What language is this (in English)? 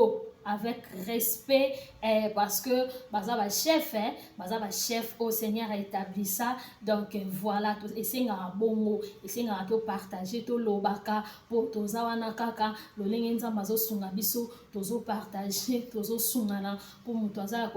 Lingala